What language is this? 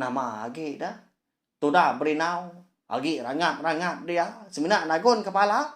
Iban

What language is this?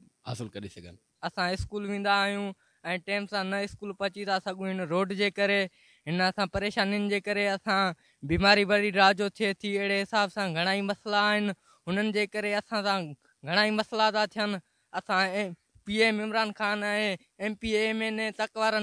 Sindhi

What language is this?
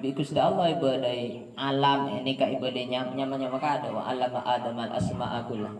Madurese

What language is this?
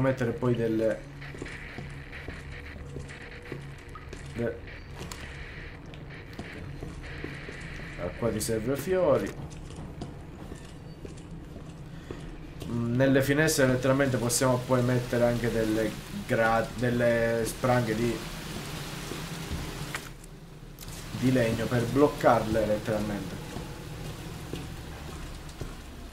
Italian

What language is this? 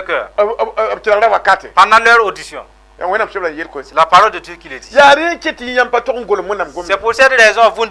Mossi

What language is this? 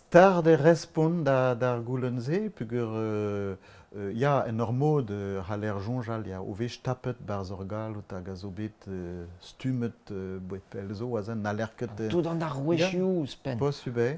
Breton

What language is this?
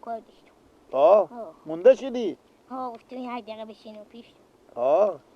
Persian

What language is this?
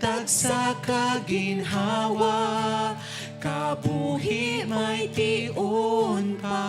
Hiligaynon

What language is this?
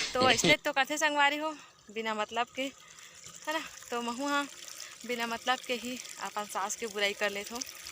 Chhattisgarhi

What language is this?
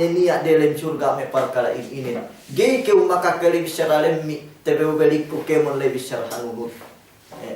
Yakan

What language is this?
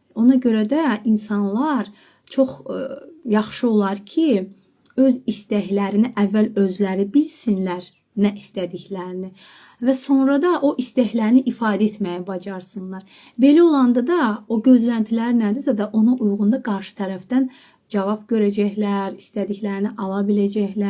Azerbaijani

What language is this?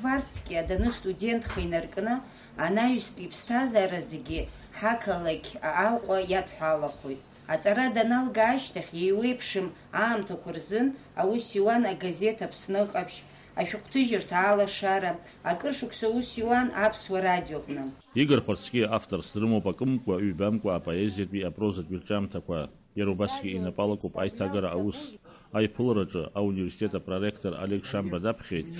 Abkhazian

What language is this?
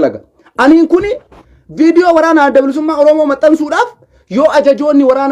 Oromo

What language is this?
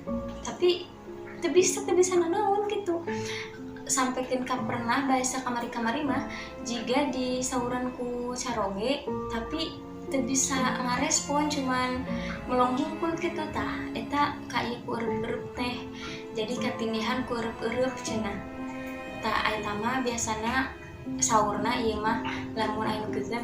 Sundanese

